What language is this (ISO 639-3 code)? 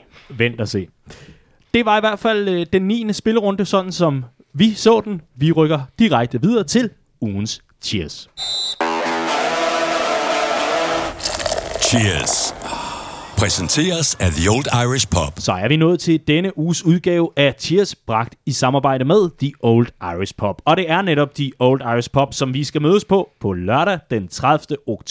dan